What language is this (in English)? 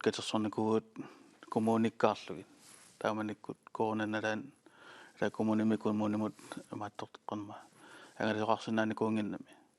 Kalaallisut